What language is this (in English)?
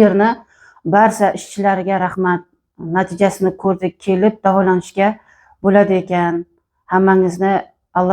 Uzbek